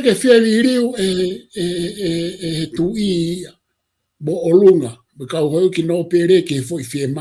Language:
Tongan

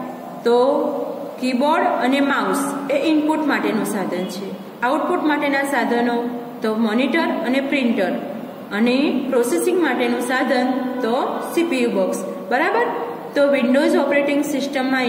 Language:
Gujarati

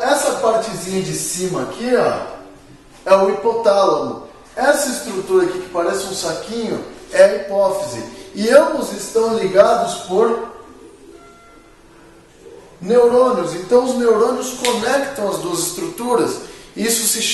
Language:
Portuguese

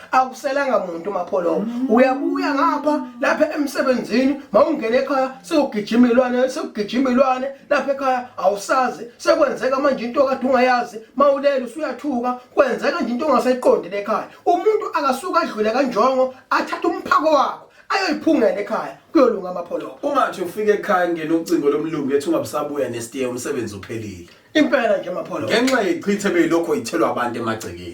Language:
Zulu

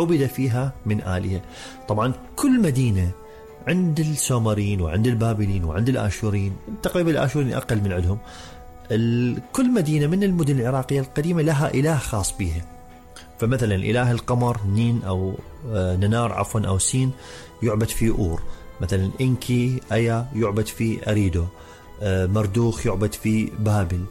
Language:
Mesopotamian Arabic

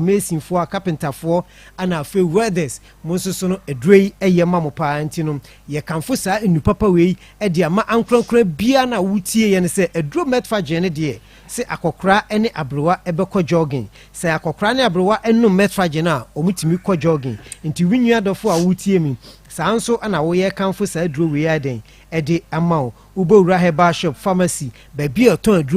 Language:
Akan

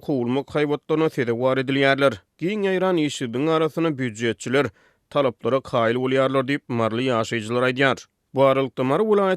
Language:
Turkmen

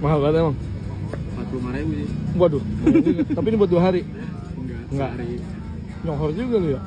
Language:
Betawi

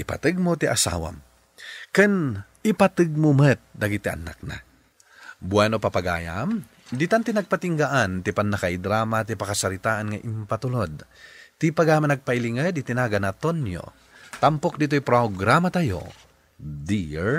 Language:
Iloko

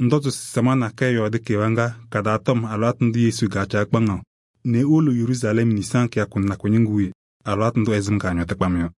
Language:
Kabiyè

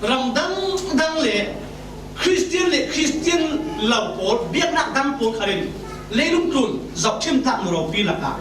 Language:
Falam Chin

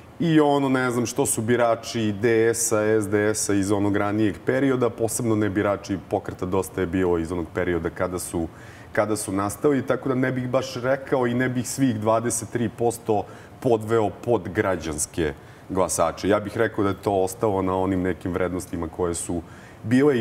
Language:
Serbian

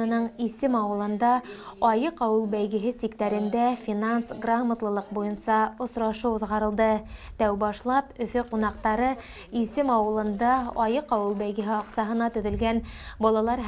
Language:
Bashkir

